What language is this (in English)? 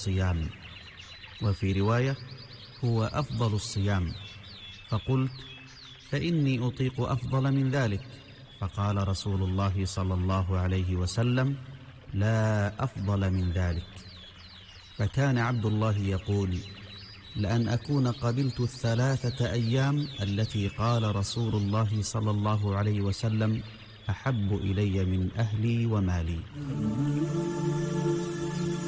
Arabic